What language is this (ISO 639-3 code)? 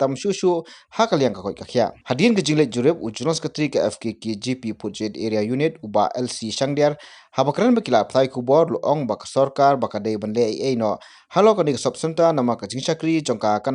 kha